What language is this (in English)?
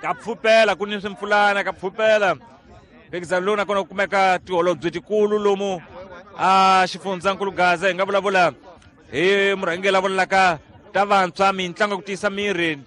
Tsonga